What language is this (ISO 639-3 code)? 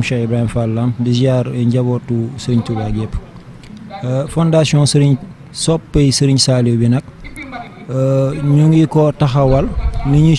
wol